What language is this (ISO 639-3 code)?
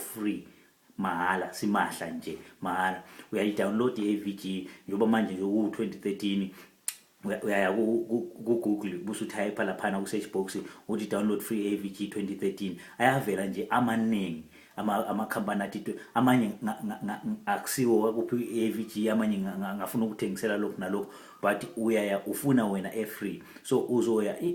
zul